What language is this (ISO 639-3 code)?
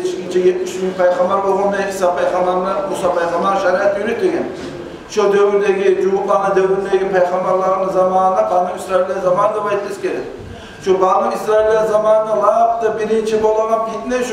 kum